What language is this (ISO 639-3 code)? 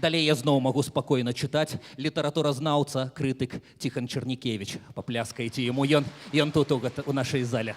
bel